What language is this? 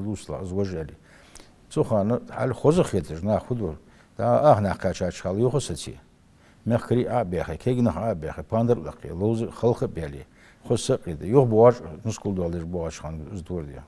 Ingush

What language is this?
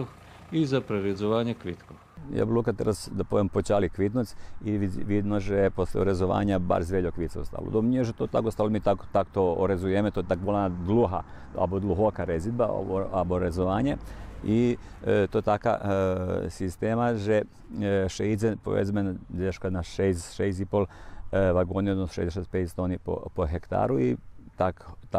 Rusyn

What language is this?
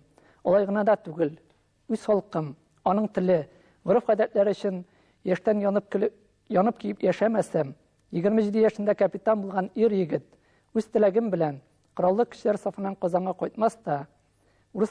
Tatar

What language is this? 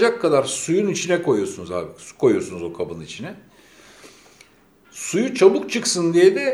Turkish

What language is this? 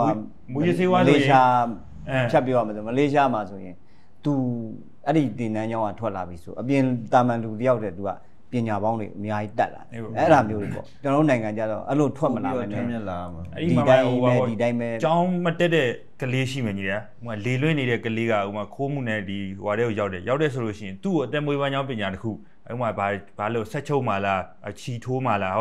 Burmese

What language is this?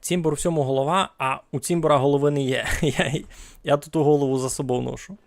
Rusyn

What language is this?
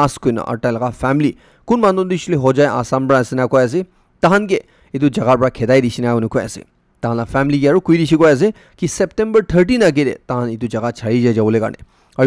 Naga Pidgin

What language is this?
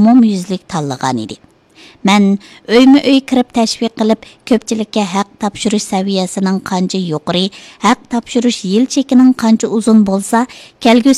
Uyghur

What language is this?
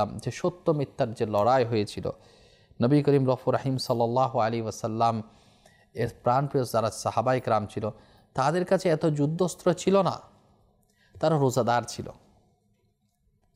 Bangla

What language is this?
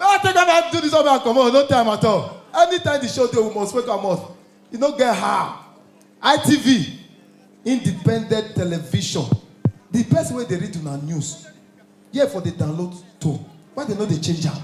Nigerian Pidgin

